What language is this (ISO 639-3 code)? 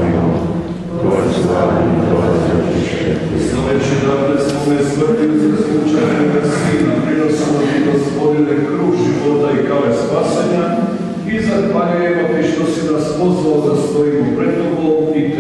hrv